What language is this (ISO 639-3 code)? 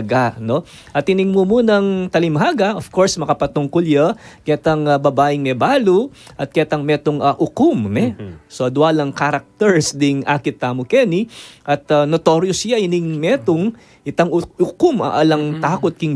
pam